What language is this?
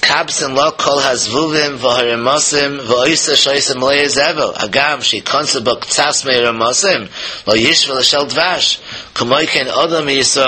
Yiddish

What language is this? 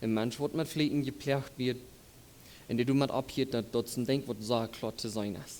Plautdietsch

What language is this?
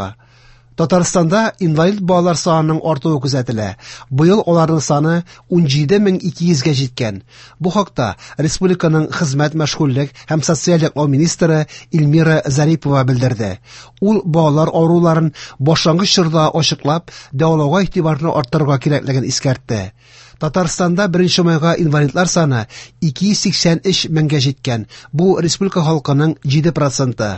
Tatar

